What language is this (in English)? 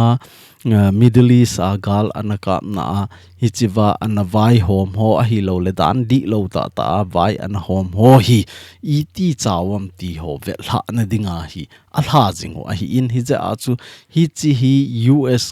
Thado Chin